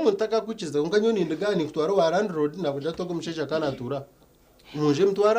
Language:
Nyankole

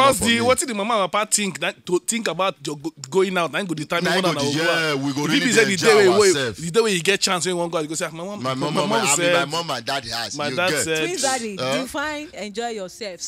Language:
Nigerian Pidgin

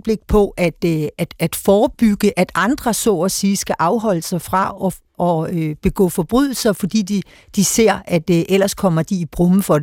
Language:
Danish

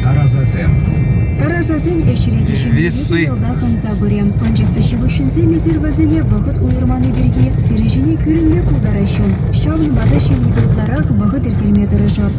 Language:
Chuvash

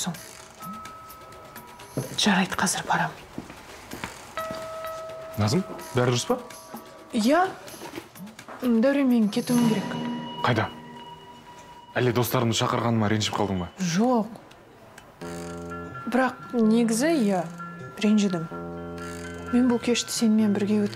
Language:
Kazakh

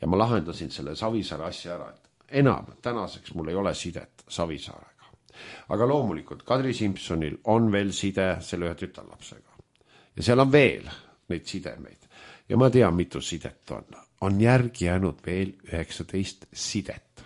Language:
Estonian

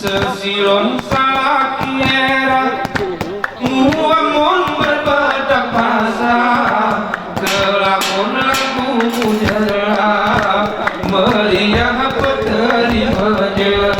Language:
Gayo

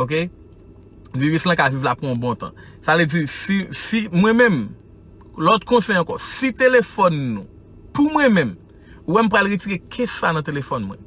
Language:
Haitian Creole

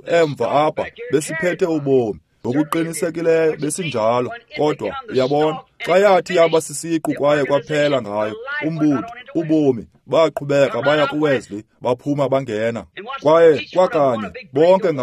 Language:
Xhosa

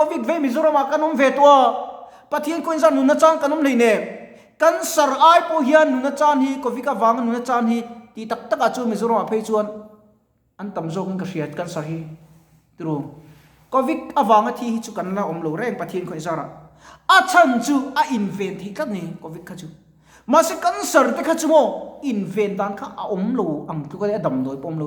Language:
Mizo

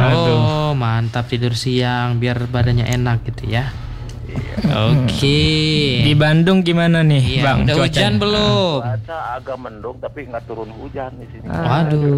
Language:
Indonesian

